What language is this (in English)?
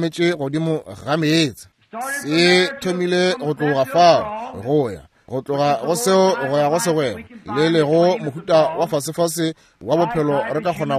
Northern Sotho